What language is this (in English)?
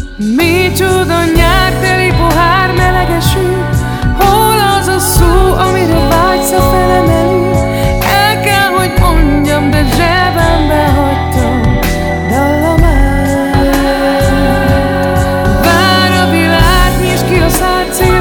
Hungarian